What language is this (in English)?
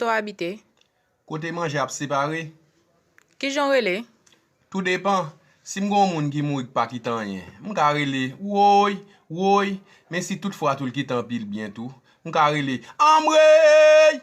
Haitian Creole